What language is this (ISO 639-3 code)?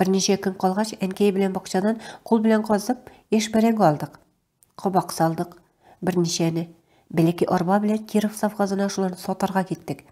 tat